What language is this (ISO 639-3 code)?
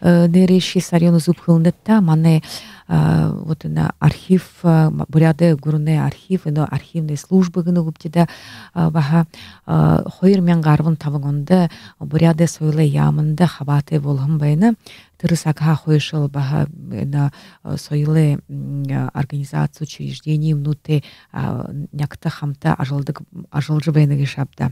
bua